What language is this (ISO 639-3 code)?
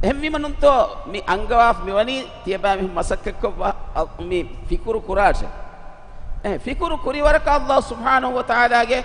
div